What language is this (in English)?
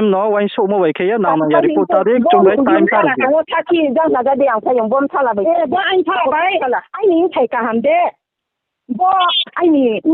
Riang (India)